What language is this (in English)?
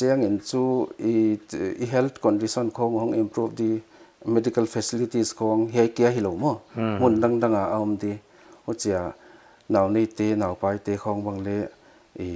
Paite Chin